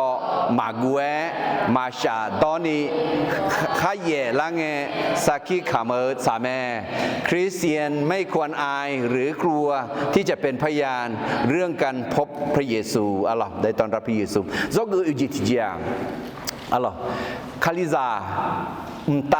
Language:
Akha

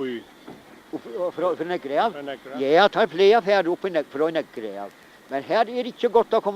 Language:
Faroese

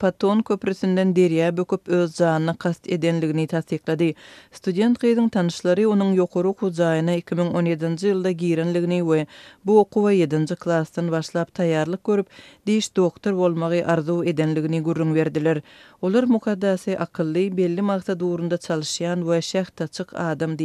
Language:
Turkmen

